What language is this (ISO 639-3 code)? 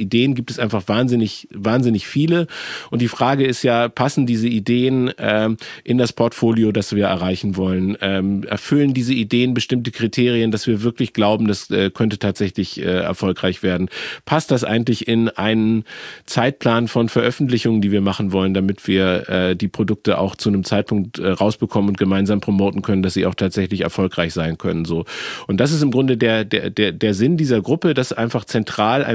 deu